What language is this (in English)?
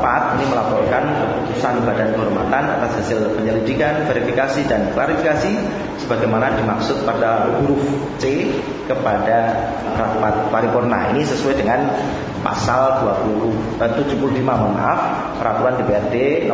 Indonesian